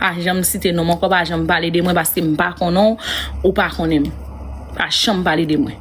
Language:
Haitian Creole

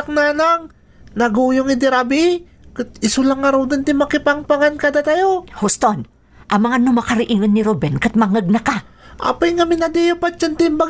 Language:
Iloko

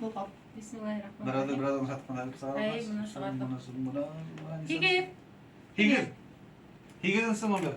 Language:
Bashkir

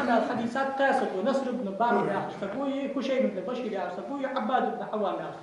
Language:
Ingush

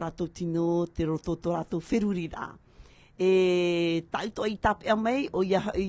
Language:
Tahitian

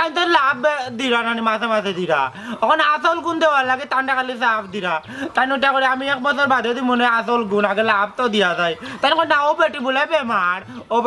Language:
Sylheti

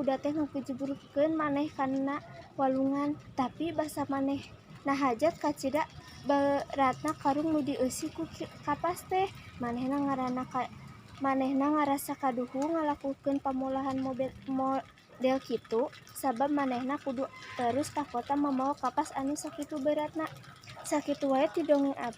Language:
Sundanese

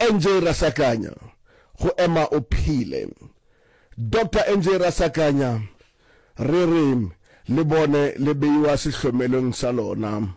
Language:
Northern Sotho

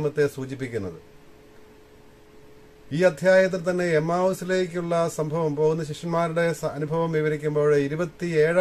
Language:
Malayalam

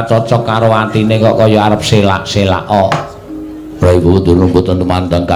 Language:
Javanese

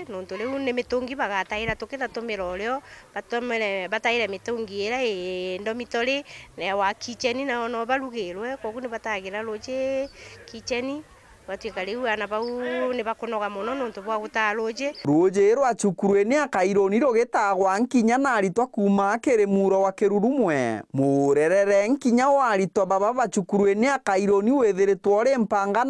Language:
Meru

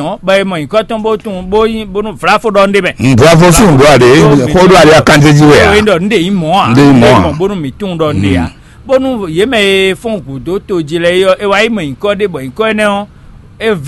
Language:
Fon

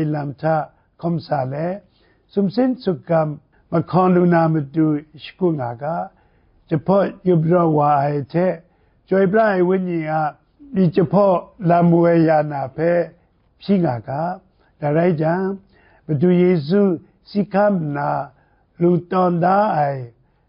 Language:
Kachin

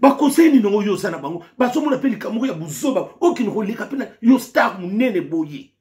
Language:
Lingala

